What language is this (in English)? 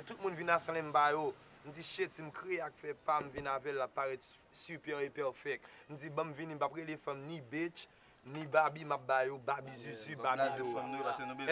Haitian Creole